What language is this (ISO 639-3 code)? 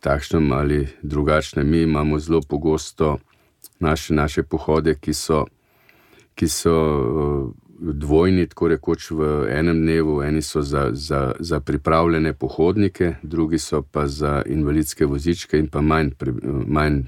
slv